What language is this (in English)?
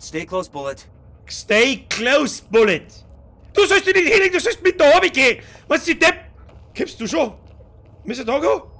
Bavarian